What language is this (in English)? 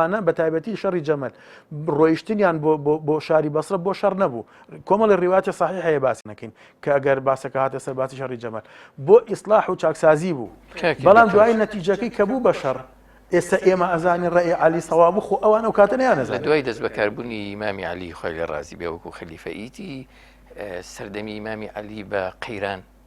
Central Kurdish